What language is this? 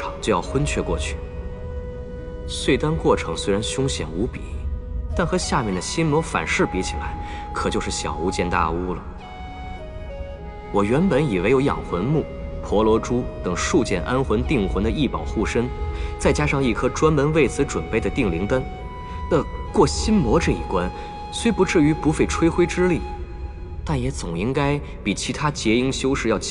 Chinese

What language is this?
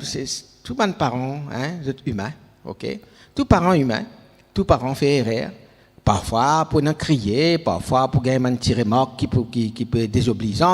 Morisyen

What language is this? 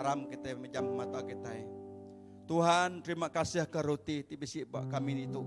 Iban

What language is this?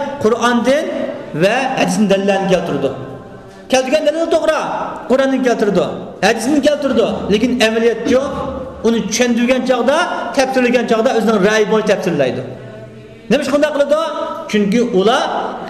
Uyghur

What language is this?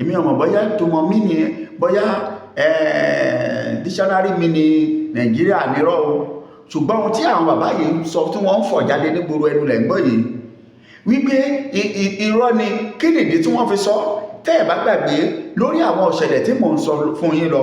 Yoruba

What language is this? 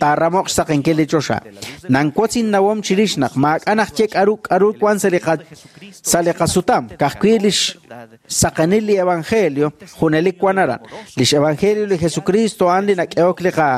Kekchí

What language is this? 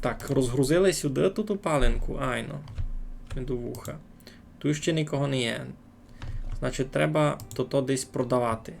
Rusyn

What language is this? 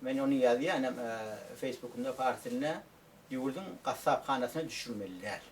Turkmen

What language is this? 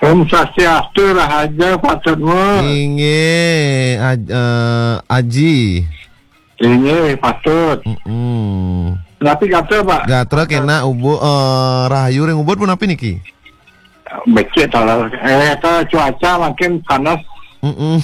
Balinese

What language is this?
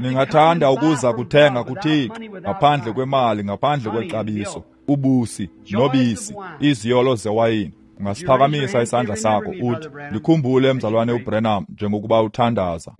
Xhosa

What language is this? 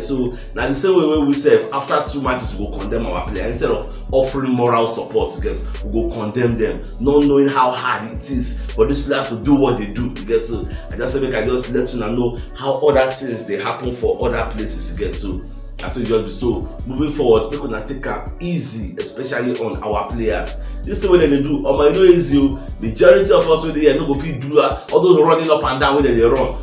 Nigerian Pidgin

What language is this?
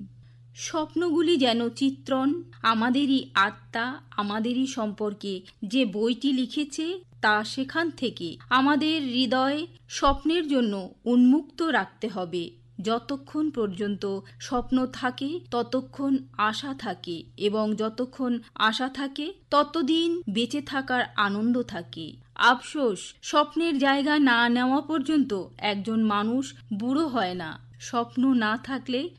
Bangla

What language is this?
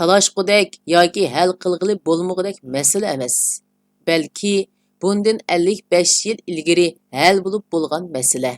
Uyghur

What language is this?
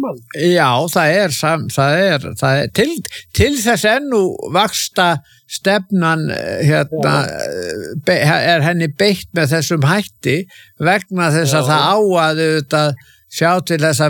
Icelandic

